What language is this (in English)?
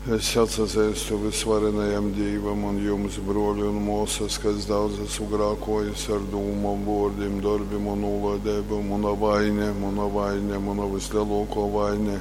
Latgalian